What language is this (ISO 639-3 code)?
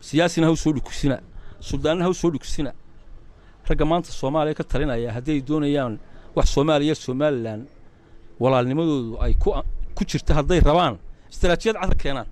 som